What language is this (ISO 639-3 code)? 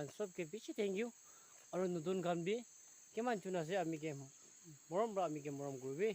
nag